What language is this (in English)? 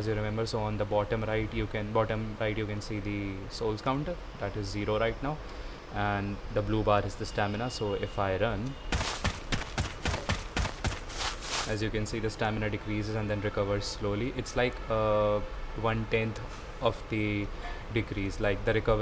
English